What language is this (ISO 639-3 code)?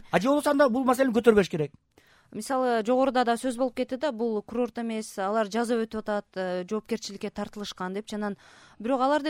kir